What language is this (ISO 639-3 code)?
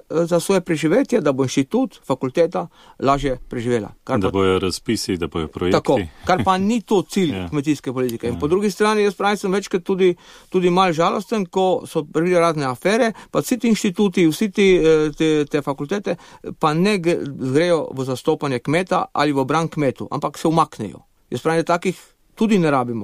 slv